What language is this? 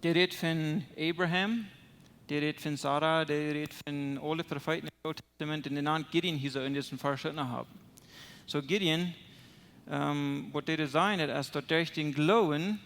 Plautdietsch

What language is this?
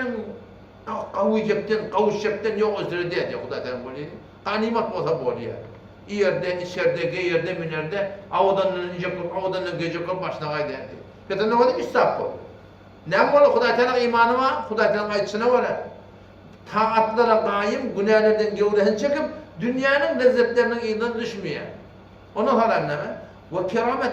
Turkmen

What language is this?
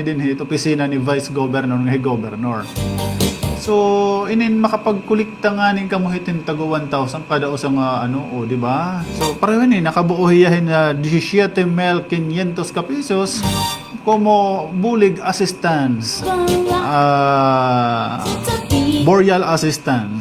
Waray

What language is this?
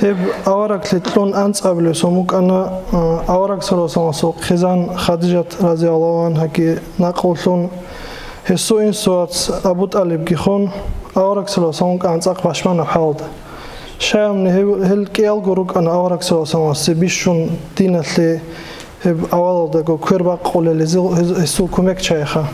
Avaric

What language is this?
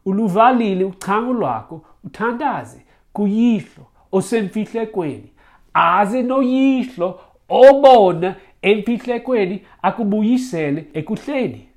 Xhosa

